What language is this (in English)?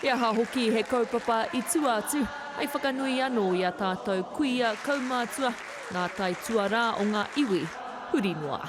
Māori